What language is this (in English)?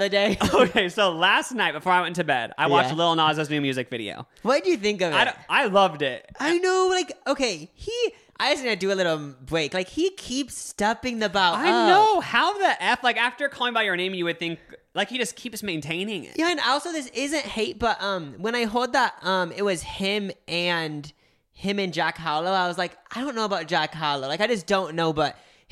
English